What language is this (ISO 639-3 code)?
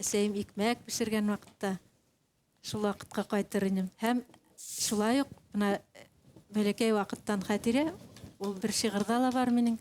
bak